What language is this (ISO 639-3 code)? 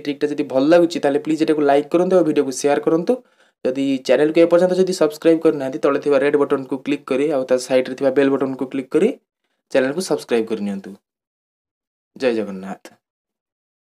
ori